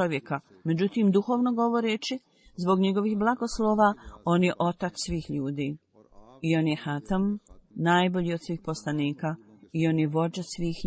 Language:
Bosnian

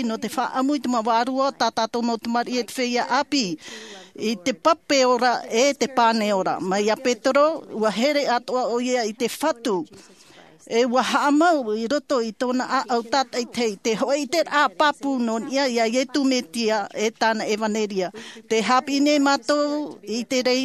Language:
Tahitian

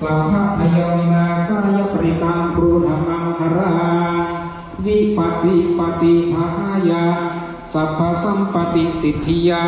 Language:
Pali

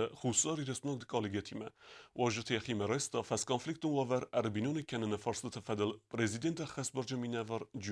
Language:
Ossetic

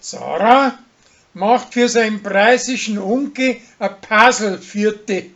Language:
Bavarian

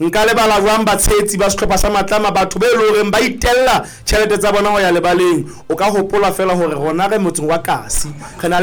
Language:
Southern Sotho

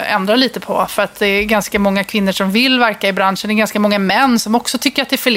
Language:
Swedish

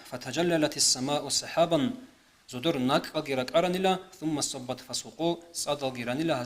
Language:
Avaric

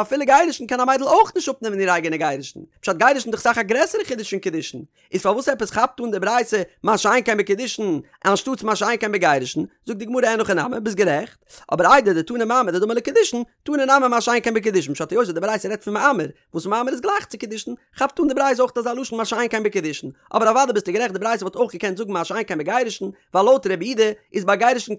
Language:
Yiddish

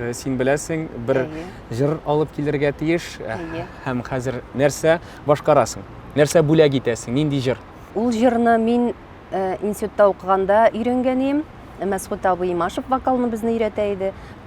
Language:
Tatar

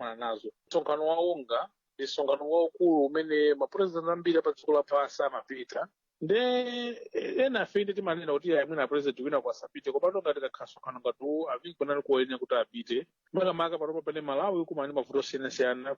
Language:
Nyanja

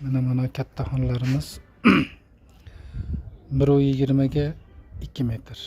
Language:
Uzbek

